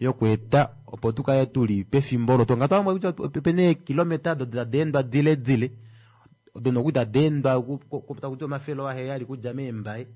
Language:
Kuanyama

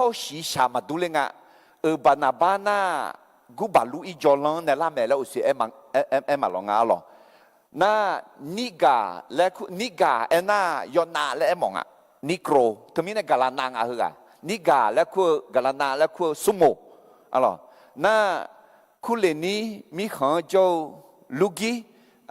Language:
Akha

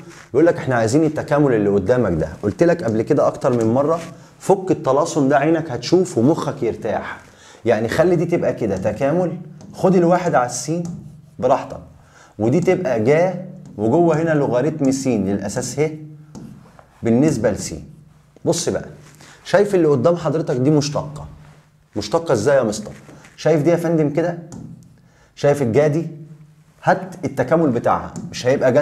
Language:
Egyptian Arabic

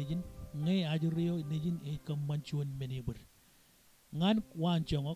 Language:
Marshallese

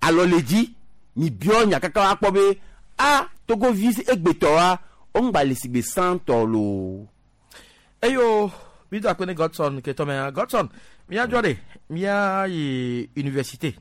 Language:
Gen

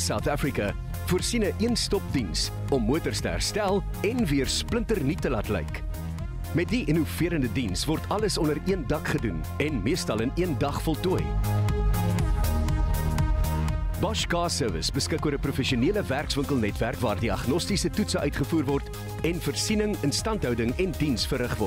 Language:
Afrikaans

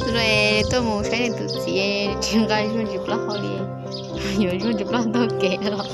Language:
Hmong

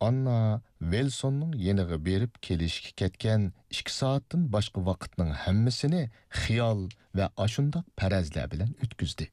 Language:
Uyghur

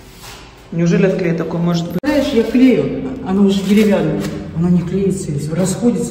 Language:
Russian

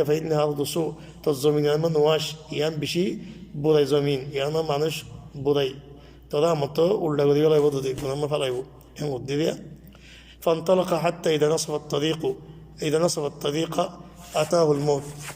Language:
Rohingya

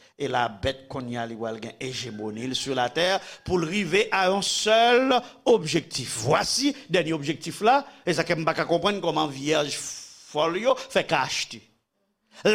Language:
Haitian Creole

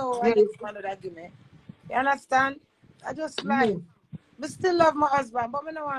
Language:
Jamaican Creole English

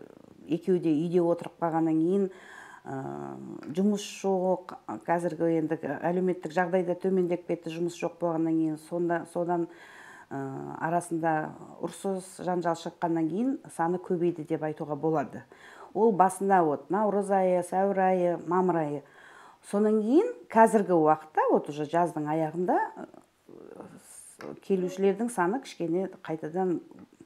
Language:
Kazakh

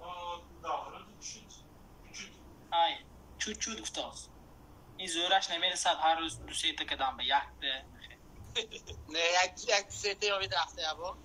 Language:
Tajik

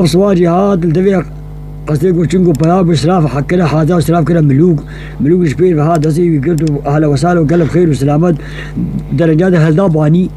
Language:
Kurdish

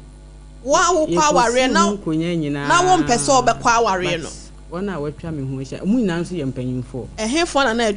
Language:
Akan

